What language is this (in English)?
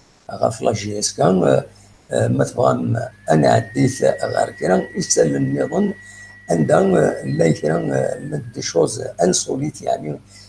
Kabyle